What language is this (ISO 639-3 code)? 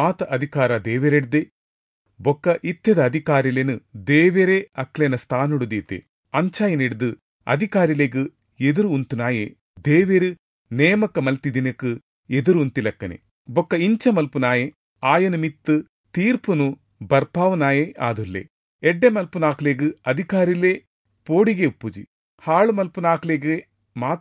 tcy